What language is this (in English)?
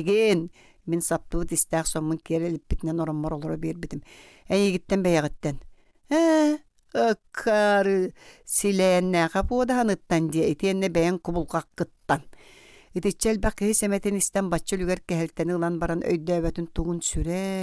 Yakut